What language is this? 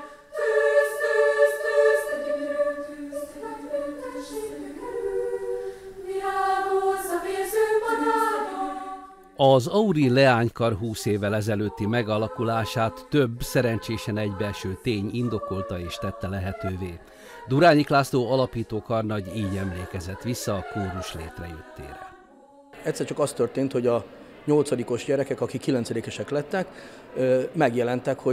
Hungarian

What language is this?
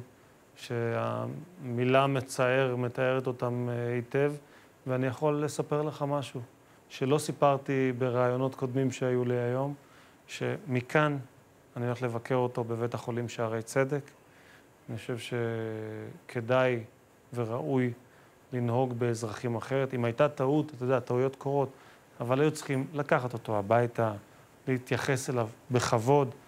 Hebrew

